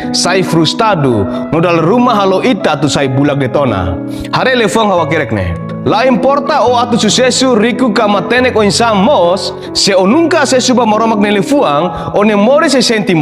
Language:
Tetum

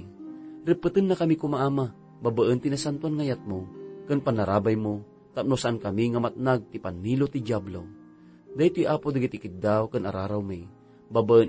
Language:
Iloko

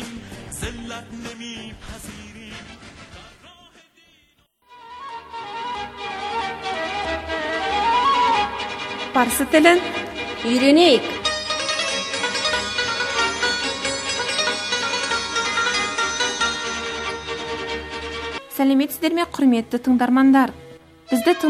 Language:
Kazakh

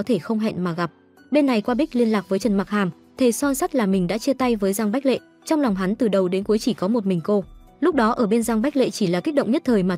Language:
Vietnamese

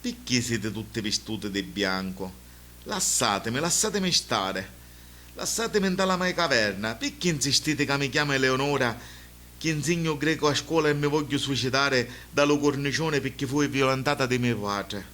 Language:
Sicilian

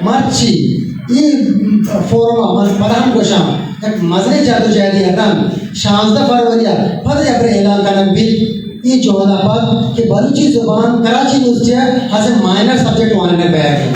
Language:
Eastern Balochi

